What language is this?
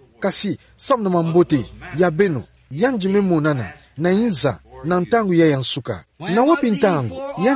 Kituba (Democratic Republic of Congo)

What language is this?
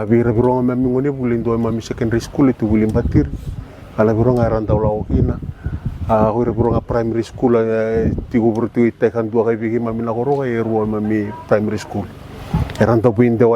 Fijian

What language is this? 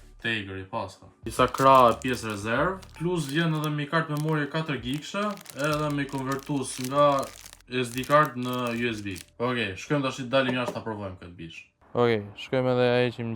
Albanian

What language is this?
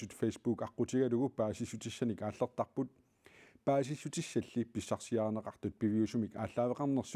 Kalaallisut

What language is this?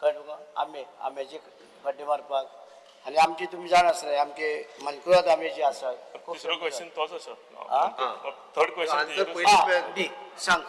Konkani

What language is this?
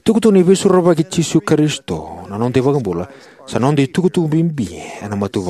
Fijian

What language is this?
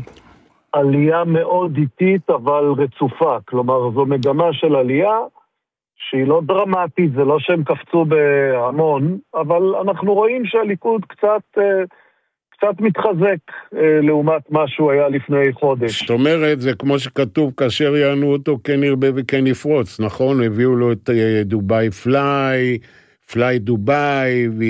Hebrew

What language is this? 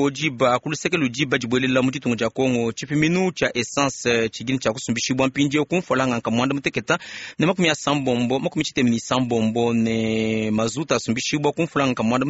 Luba-Lulua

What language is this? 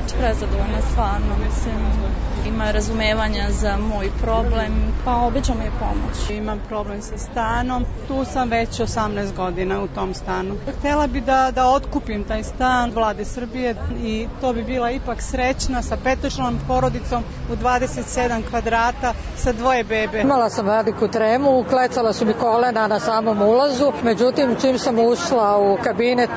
Serbian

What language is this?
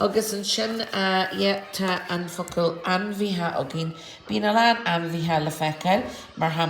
Irish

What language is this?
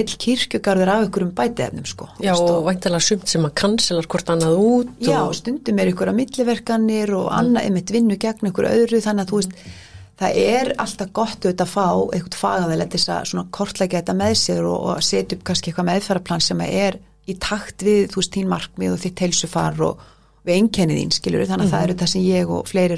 Icelandic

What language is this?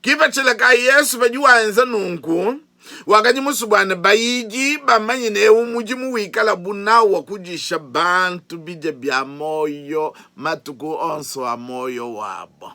Luba-Lulua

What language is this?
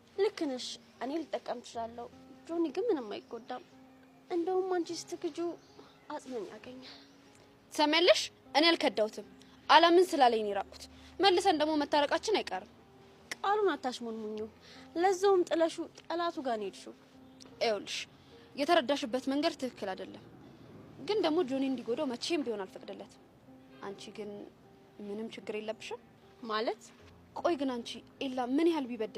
Amharic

